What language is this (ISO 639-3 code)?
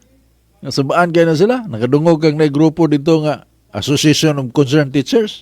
ceb